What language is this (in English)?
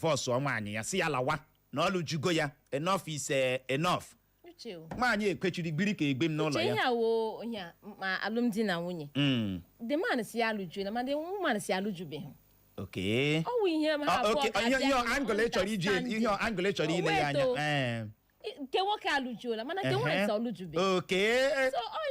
Igbo